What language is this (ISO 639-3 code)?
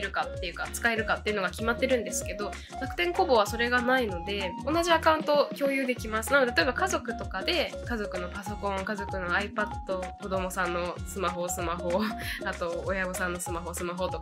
jpn